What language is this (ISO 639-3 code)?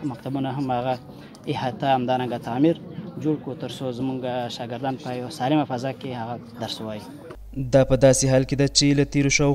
pus